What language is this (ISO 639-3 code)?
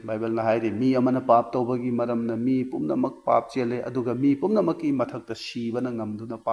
mni